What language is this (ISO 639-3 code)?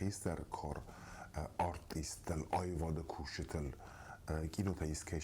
oss